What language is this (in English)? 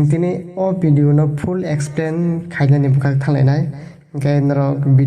Kok Borok